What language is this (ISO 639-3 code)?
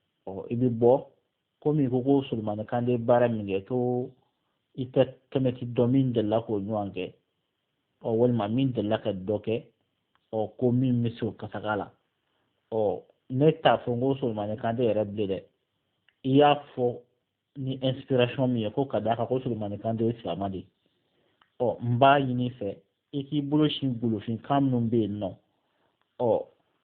bam